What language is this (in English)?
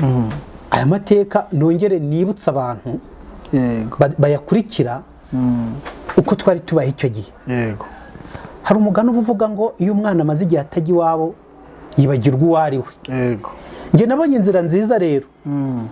Kinyarwanda